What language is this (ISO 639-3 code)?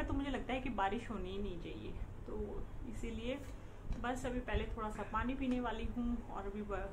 hin